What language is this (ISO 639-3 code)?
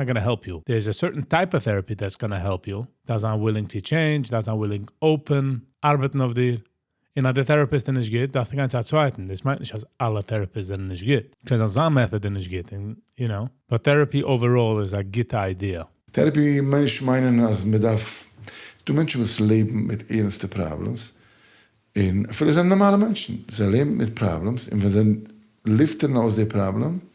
yid